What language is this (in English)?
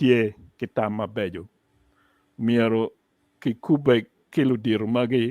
Acoli